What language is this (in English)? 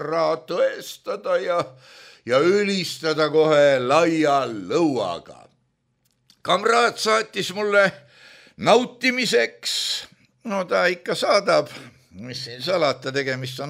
Estonian